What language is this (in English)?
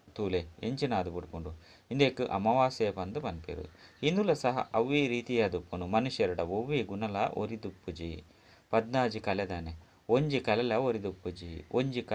Tulu